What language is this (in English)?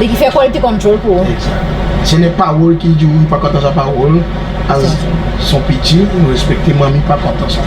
Seselwa Creole French